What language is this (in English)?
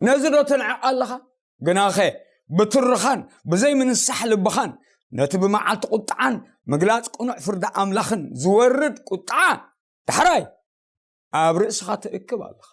Tigrinya